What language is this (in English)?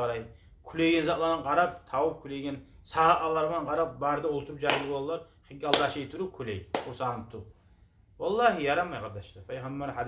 Kumyk